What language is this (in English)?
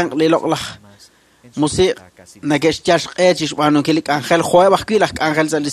Kekchí